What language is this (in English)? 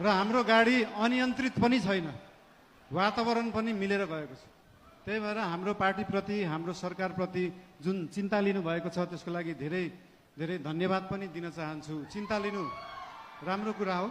Nepali